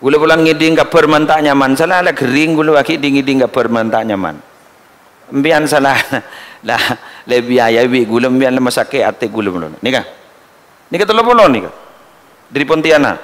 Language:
Madurese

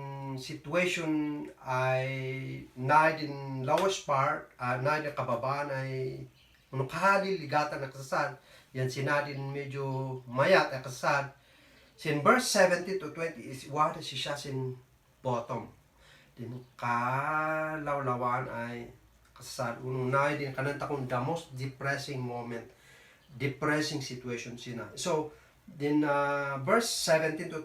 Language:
Kankanaey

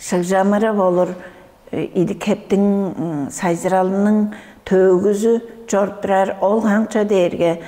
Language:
Tuvinian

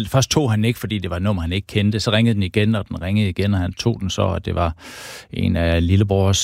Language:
Danish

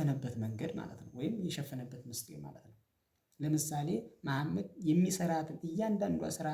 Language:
Amharic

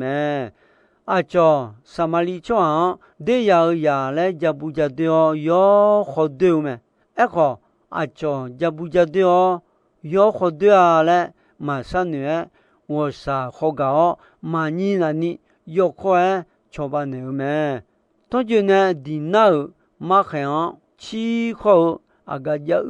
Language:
Akha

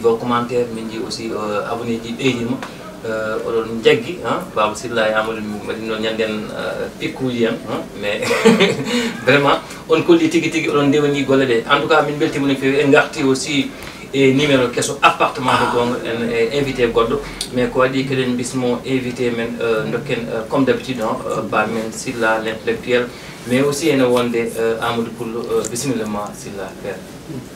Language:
Fula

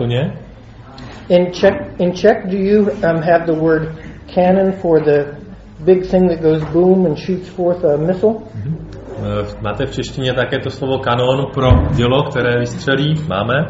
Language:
Czech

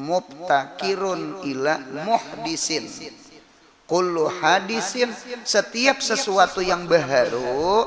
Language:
Banjar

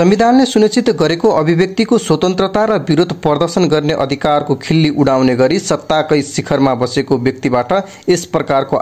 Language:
Nepali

